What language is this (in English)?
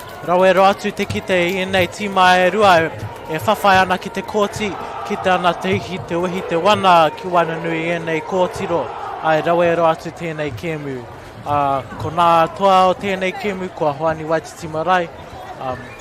Māori